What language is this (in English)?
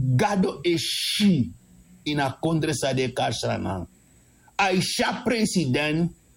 Sranan Tongo